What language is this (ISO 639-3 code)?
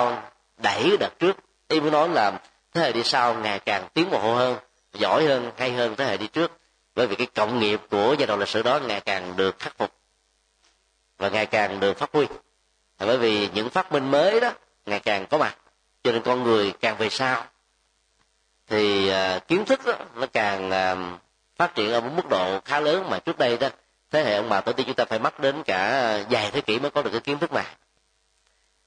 vie